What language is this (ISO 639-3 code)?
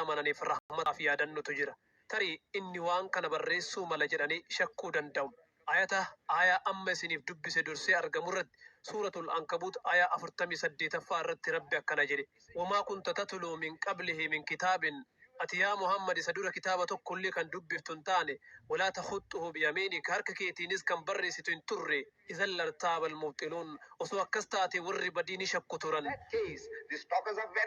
orm